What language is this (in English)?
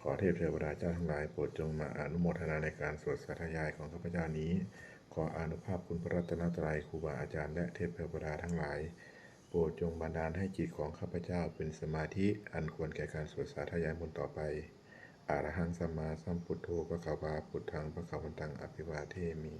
Pali